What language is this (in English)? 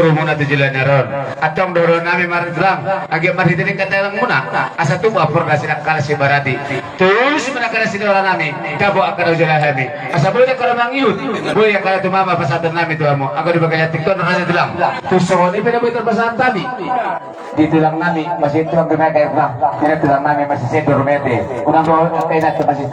Batak Toba